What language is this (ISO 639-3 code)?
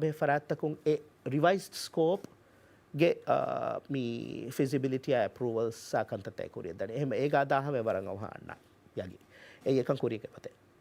div